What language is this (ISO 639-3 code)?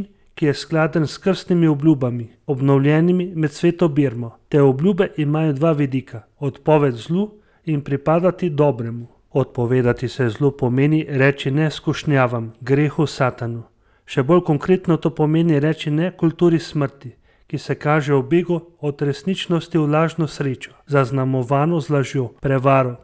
slv